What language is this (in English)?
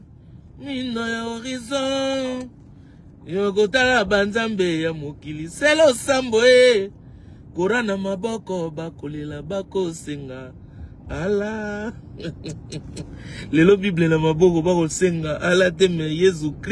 Lingala